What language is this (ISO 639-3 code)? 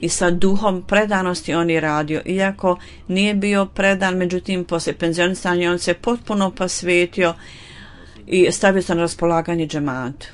bos